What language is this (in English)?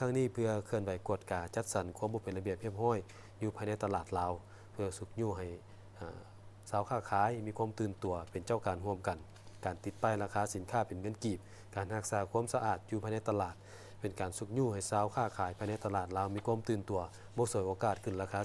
Lao